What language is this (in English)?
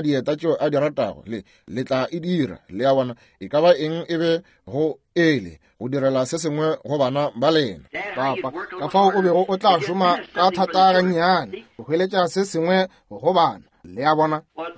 Northern Sotho